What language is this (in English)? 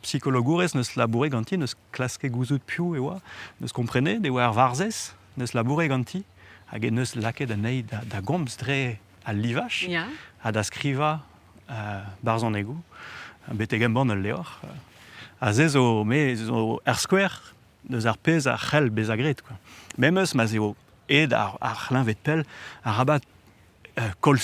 Breton